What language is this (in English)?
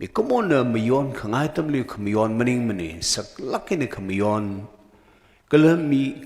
Tangkhul Naga (India)